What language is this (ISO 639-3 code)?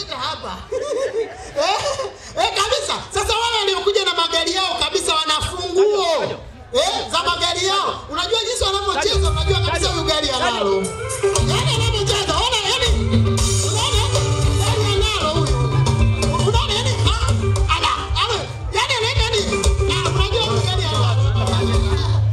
swa